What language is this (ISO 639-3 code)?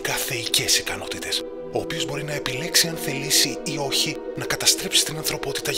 ell